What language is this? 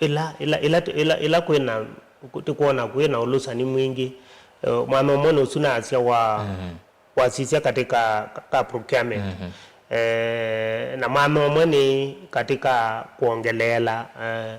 Kamba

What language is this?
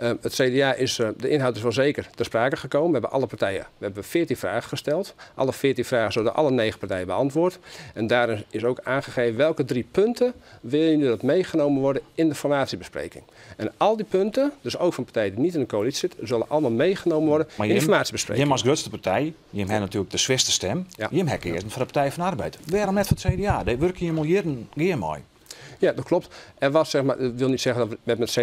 Western Frisian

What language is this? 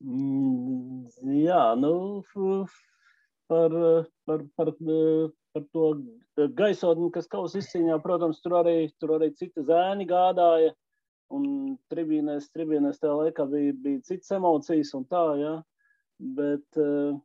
Latvian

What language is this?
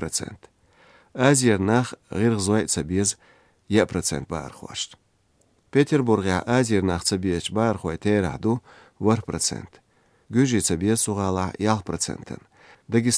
Chechen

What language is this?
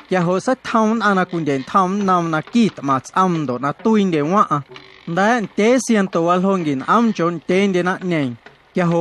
Guerrero Amuzgo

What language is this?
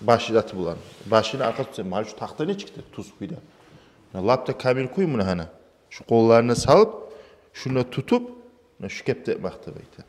Kumyk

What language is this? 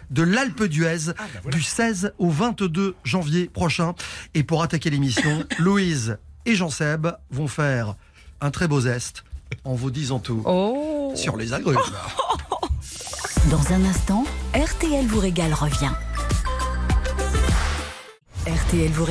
French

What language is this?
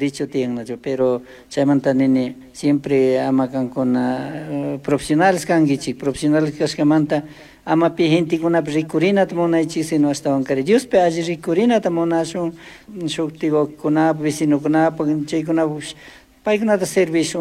Chimborazo Highland Quichua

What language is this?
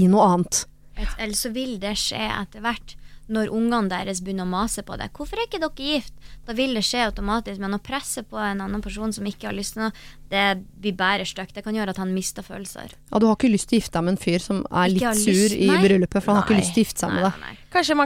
Norwegian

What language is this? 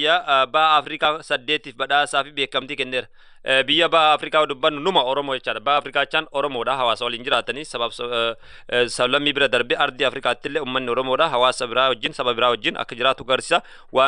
Oromo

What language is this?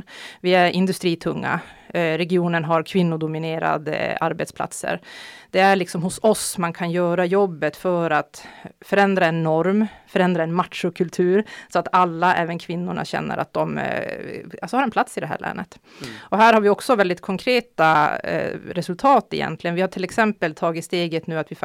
Swedish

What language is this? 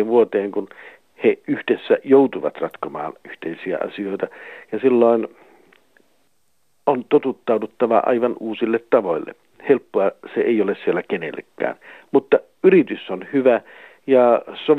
Finnish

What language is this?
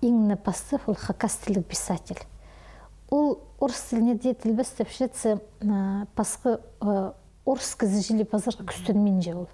Khakas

